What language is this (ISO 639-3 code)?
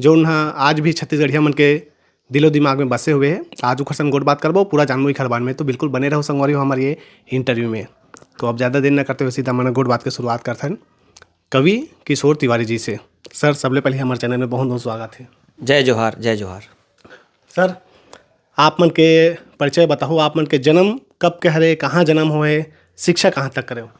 hne